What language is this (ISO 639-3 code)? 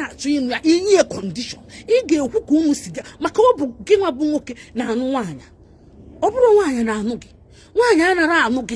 ibo